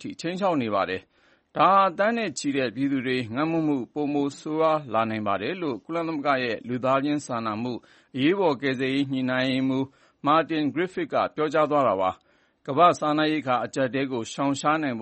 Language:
Burmese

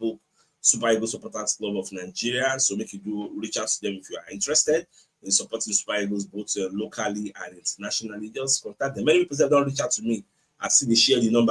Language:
Nigerian Pidgin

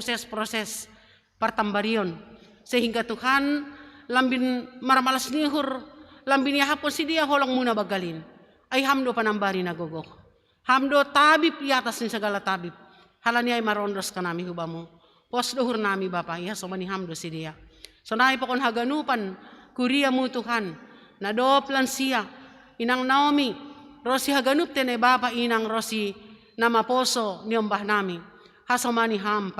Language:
Batak Simalungun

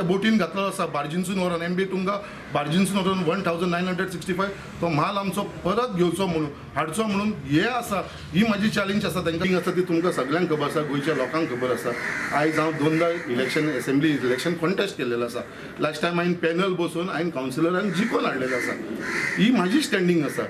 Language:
Konkani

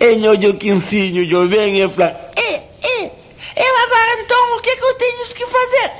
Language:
Kabuverdianu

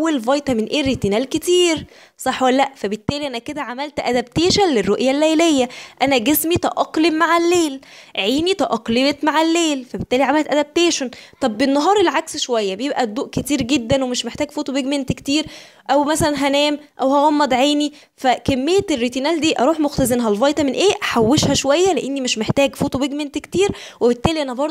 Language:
Egyptian Arabic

